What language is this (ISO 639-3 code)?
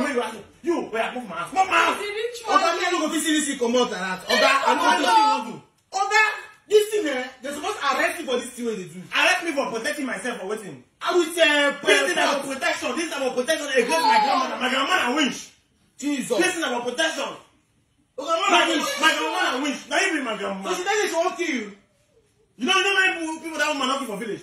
pcm